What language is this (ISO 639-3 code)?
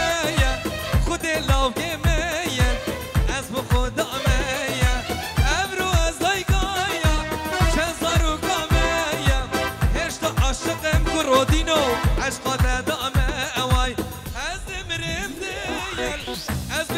fas